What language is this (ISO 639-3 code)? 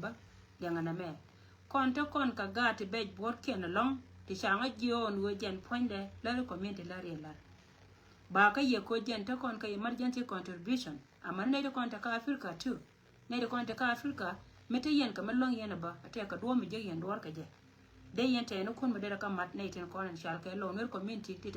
nus